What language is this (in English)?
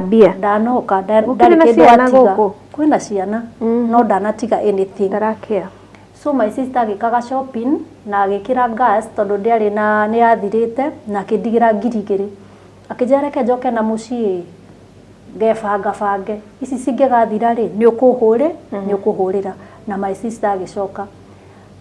Kikuyu